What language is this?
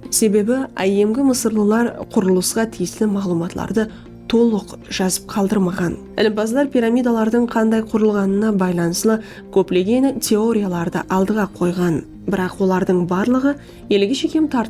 Kara-Kalpak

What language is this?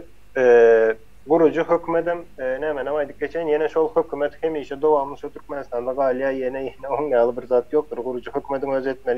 Turkmen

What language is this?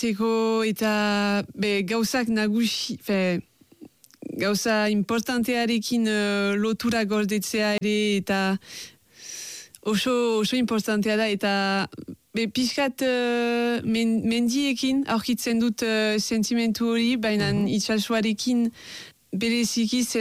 Basque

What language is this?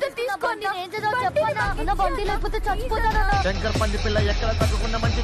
Telugu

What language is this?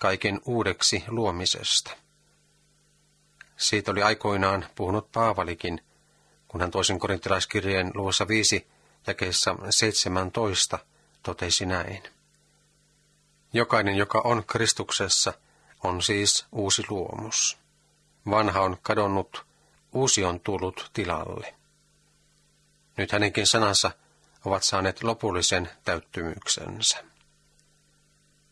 Finnish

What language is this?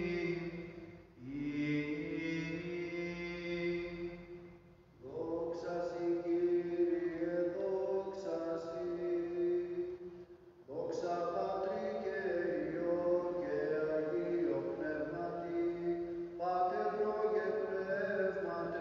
Greek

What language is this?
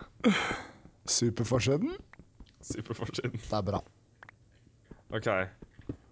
Norwegian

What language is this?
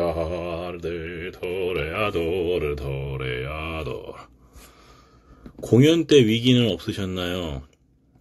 Korean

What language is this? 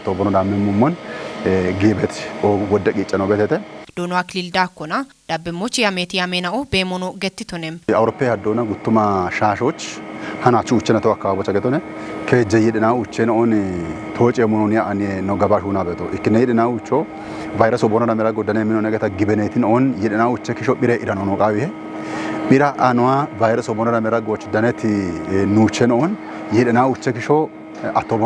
Kafa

